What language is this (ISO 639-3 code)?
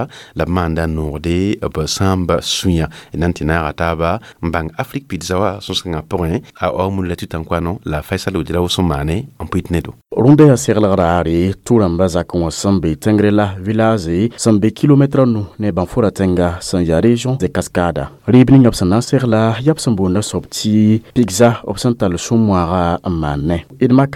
mos